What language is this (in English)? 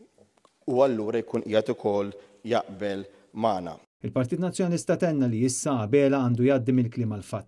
Maltese